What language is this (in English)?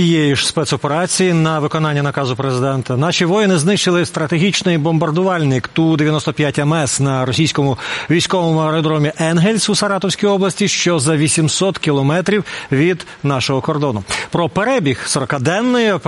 Ukrainian